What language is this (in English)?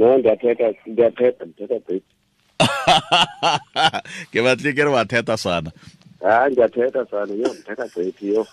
Tswana